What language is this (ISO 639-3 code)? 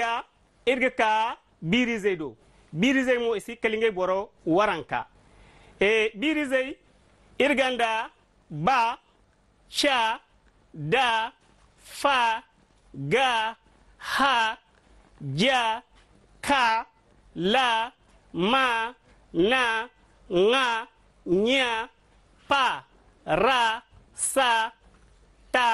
dje